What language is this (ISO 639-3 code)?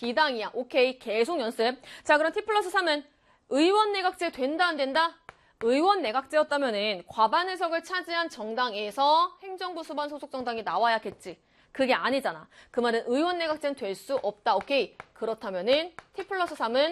kor